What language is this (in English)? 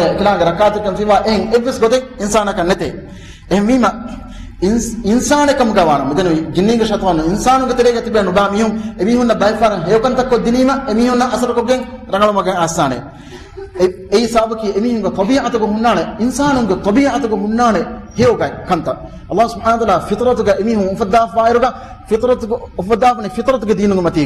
Divehi